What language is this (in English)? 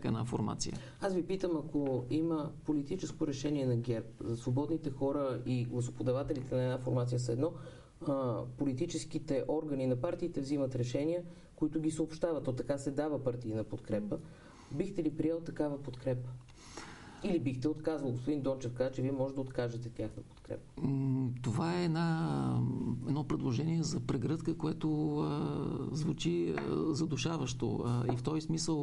Bulgarian